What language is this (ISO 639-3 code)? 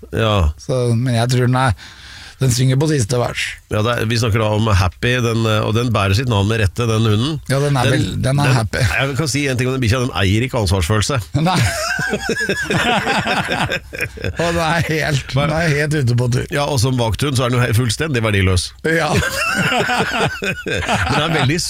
nor